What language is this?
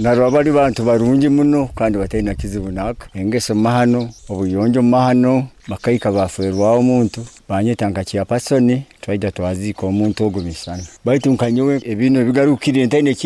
Nyoro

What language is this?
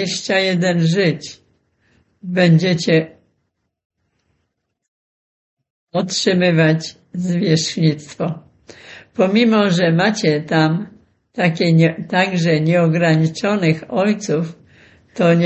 Polish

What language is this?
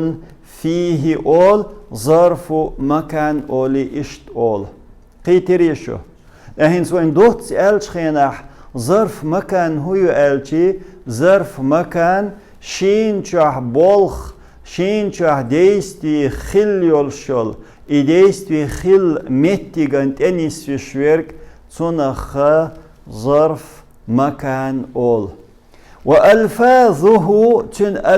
Chechen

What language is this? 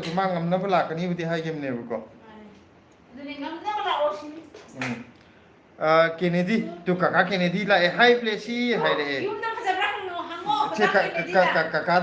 Manipuri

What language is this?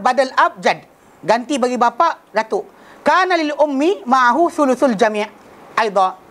Malay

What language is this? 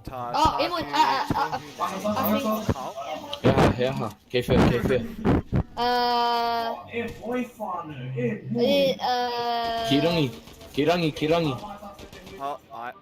Māori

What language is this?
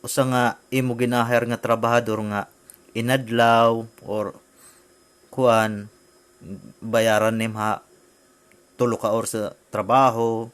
Waray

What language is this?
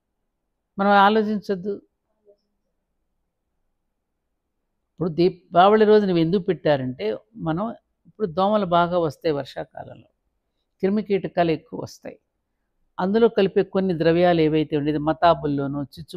Telugu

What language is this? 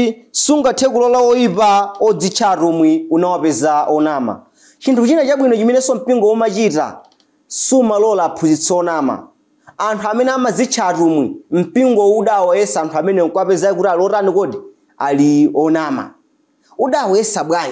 Nyanja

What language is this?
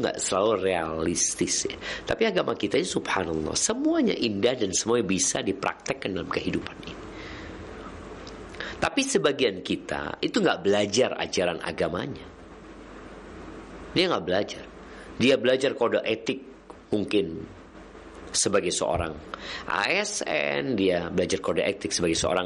Indonesian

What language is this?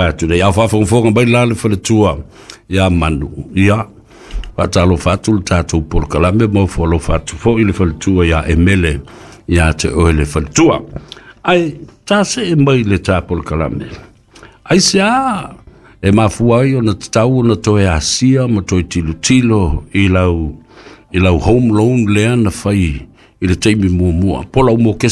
Samoan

